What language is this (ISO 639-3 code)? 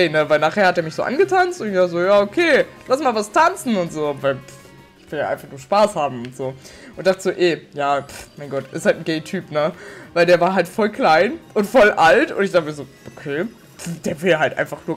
deu